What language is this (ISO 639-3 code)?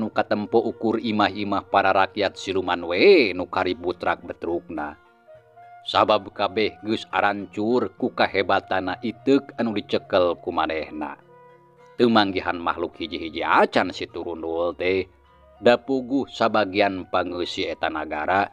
sun